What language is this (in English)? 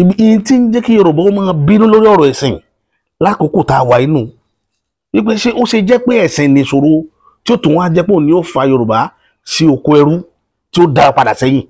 Yoruba